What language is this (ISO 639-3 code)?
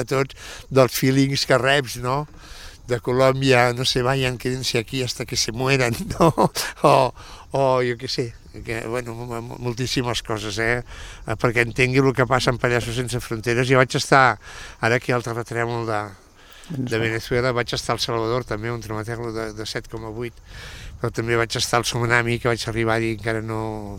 cat